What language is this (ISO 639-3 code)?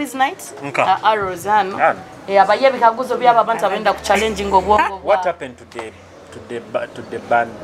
nyo